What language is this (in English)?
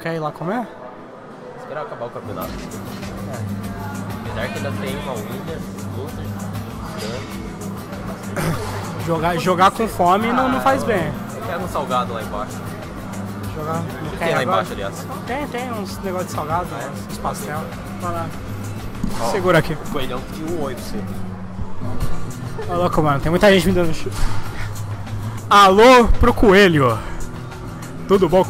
Portuguese